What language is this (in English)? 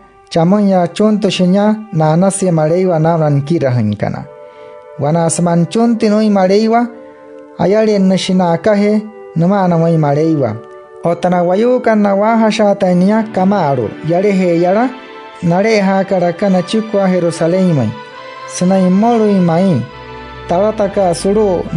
Wayuu